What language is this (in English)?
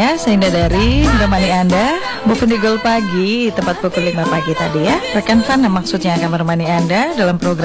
Indonesian